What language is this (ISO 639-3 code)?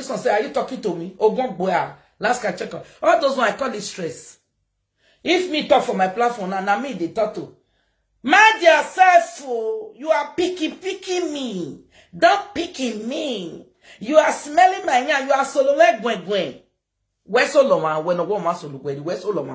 pcm